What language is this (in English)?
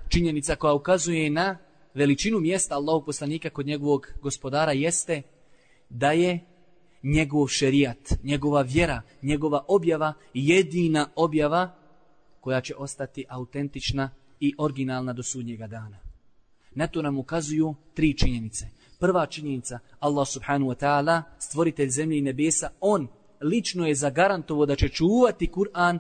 Bosnian